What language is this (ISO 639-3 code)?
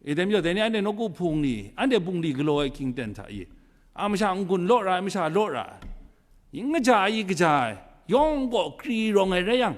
kac